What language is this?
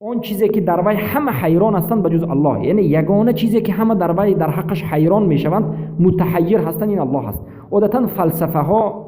Persian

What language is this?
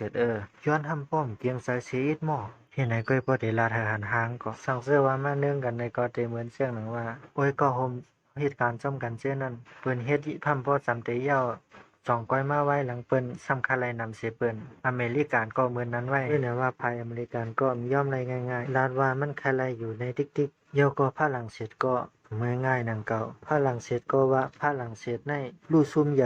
Shan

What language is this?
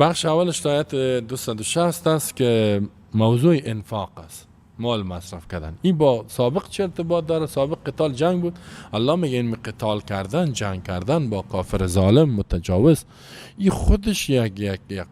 Persian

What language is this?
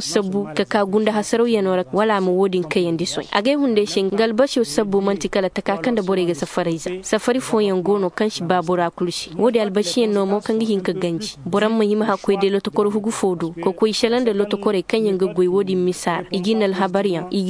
Koyraboro Senni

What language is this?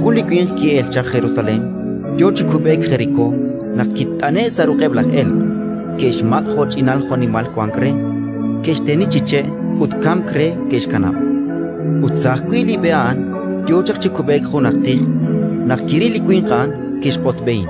Kekchí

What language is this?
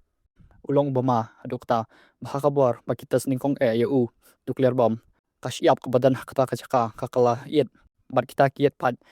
Khasi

